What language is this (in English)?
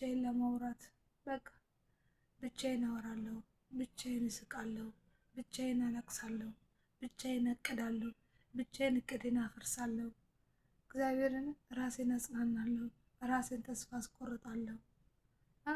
Amharic